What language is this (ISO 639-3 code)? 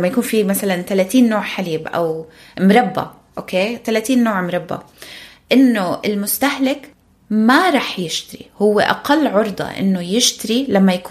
apc